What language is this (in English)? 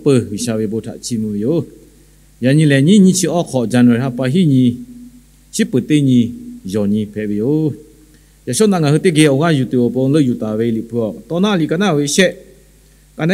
Lahu